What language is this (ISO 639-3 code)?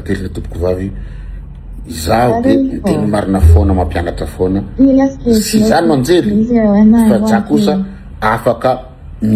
mlg